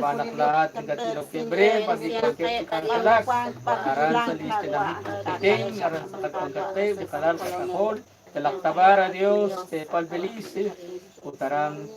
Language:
Kekchí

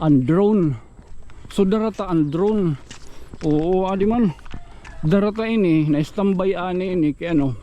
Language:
Waray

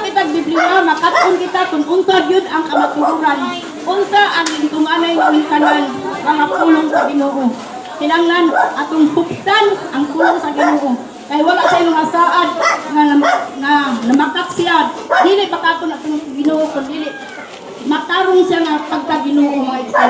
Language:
Cebuano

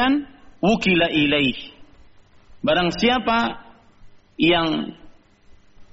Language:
Indonesian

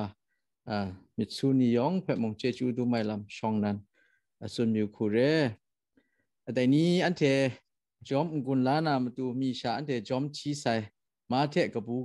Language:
Kachin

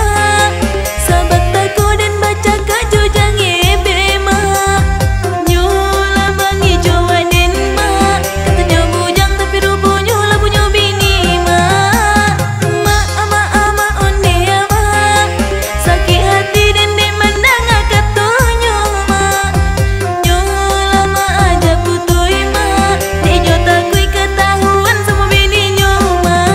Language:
Minangkabau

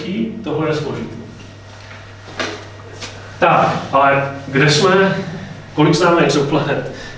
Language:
Czech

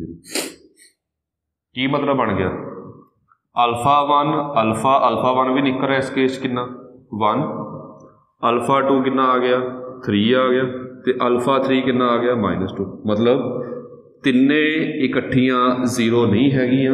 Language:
Punjabi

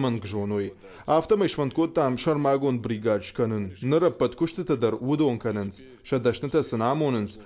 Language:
Ossetic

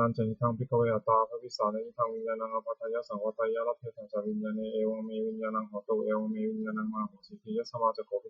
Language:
Pali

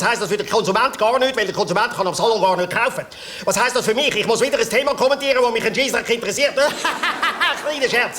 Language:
Swiss German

